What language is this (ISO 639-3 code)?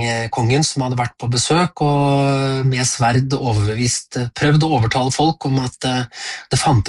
nor